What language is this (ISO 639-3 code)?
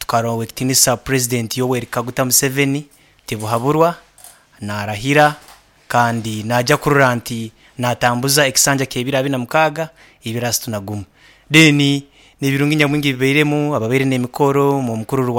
nyo